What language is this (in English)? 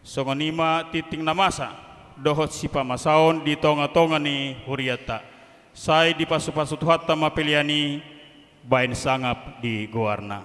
Batak Toba